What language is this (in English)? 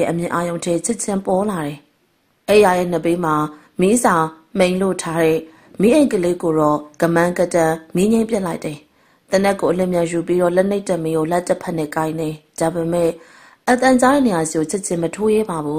Burmese